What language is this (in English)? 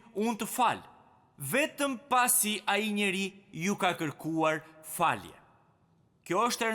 Albanian